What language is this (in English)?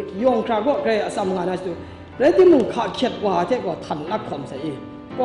Kachin